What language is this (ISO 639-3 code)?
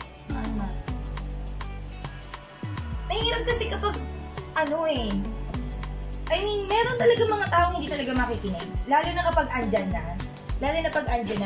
fil